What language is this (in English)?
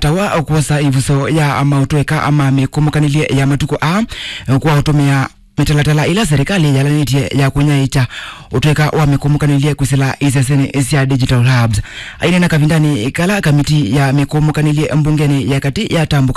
Kamba